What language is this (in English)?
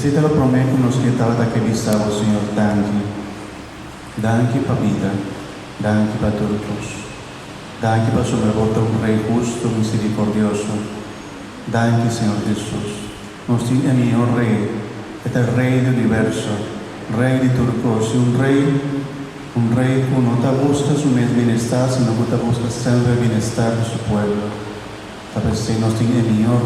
Papiamento